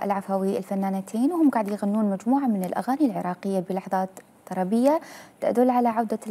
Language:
Mesopotamian Arabic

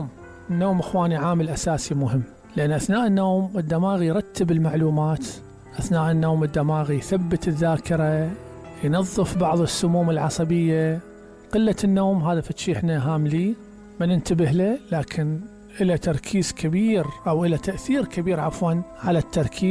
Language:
Mesopotamian Arabic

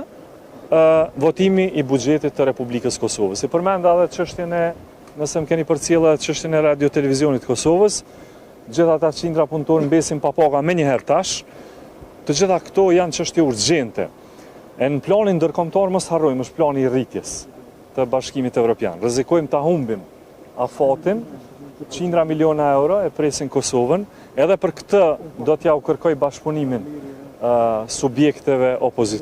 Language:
Albanian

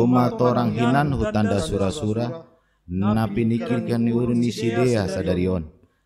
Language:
Batak Simalungun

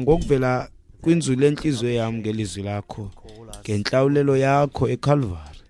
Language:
Xhosa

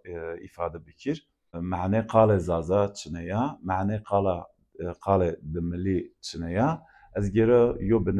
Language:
Zaza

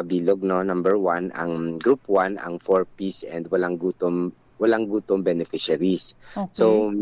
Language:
Hiligaynon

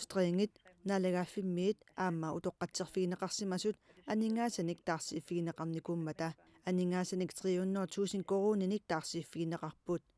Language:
Kalaallisut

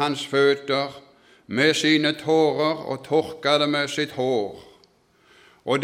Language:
Norwegian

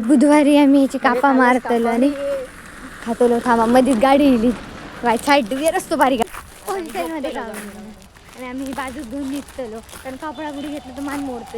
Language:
Konkani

